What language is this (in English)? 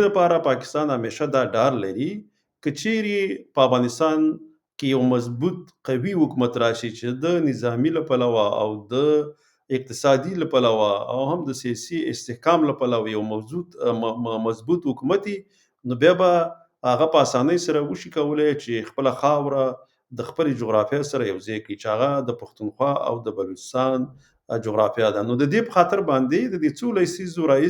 Pashto